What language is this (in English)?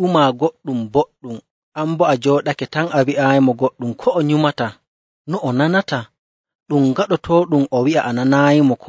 Nigerian Fulfulde